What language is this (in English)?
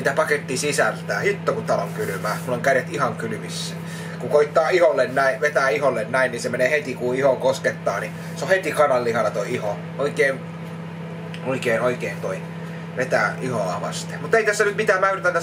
Finnish